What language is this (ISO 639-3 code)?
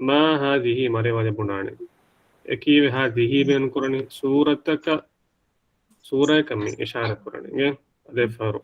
div